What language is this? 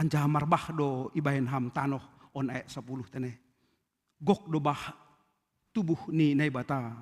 Batak Simalungun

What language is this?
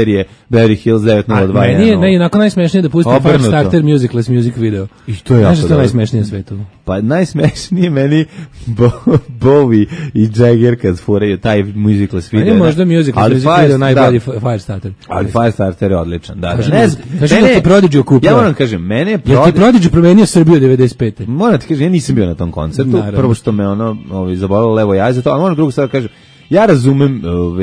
Serbian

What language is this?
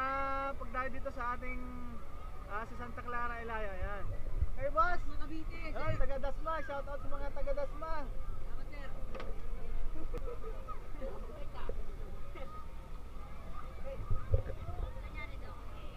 Filipino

